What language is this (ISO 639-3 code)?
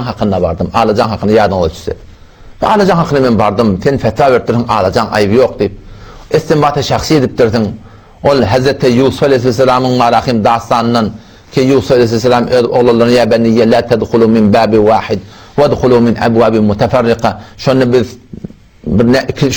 tuk